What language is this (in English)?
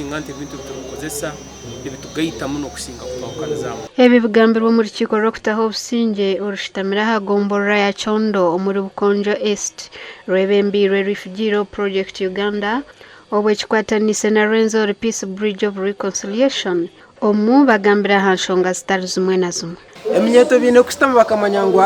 Nyankole